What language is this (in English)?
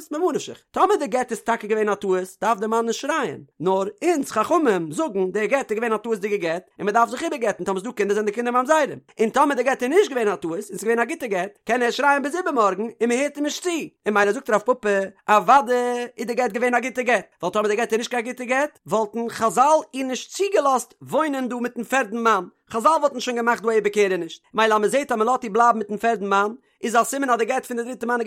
Yiddish